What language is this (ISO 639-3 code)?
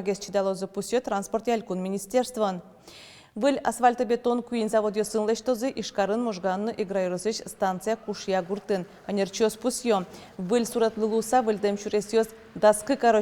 udm